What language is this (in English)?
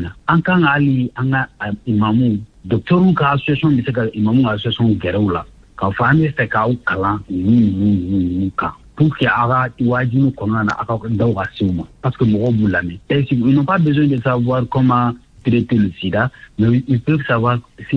Bambara